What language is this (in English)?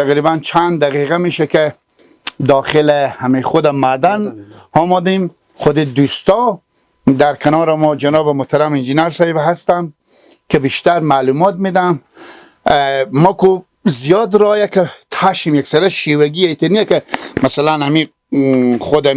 Persian